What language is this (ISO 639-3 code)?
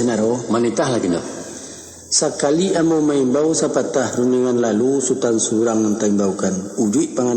min